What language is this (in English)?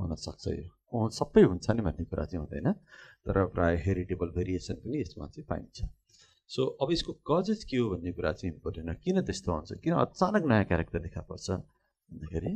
Nepali